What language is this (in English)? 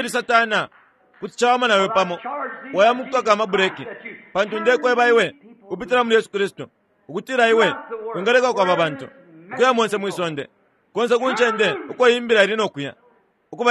Bemba